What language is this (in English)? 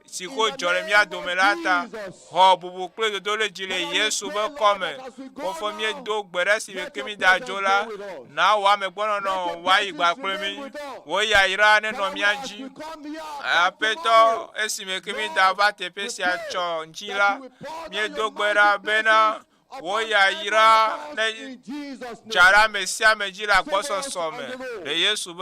Ewe